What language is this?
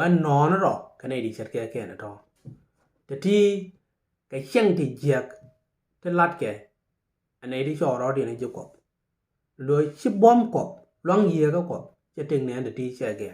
Nuer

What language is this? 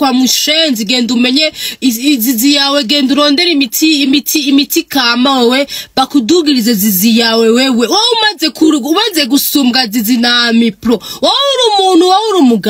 Rundi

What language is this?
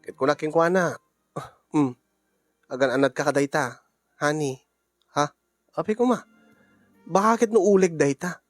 Iloko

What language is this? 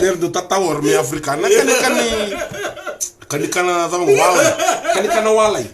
Fijian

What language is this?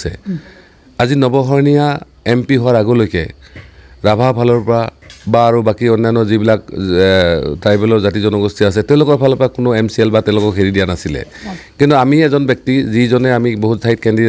Assamese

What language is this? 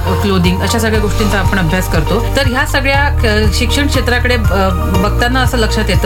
Marathi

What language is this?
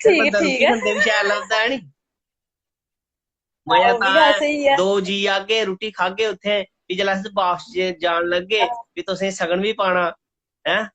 Dogri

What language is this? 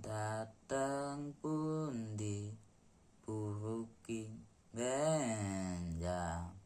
Javanese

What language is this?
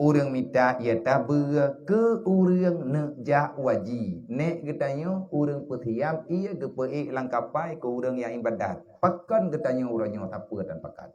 Achinese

